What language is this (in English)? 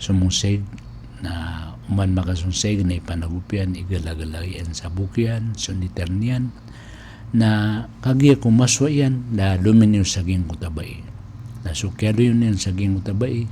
Maranao